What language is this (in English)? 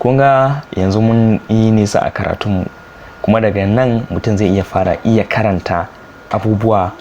Hausa